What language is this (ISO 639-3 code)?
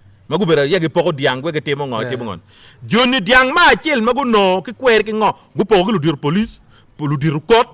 ach